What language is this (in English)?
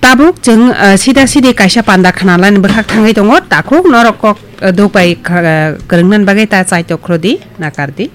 Kok Borok